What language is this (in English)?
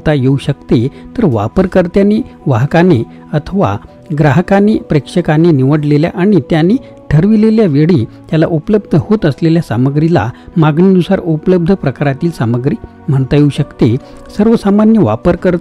Marathi